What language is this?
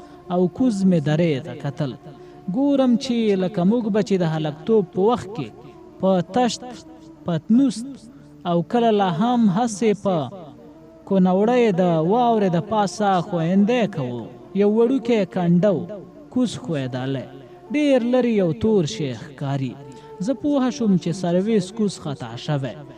Pashto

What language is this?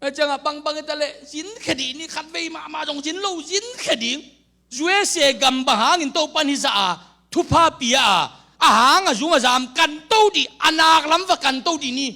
Tedim Chin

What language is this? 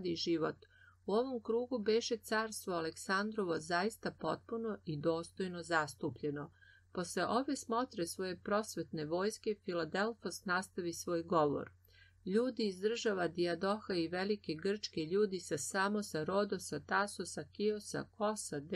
Serbian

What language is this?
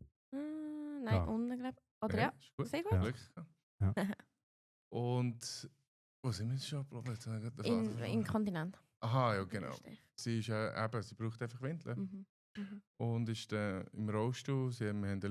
Swiss German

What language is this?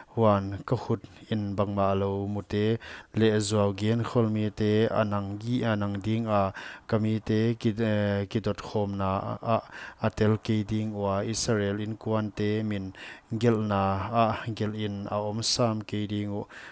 Paite Chin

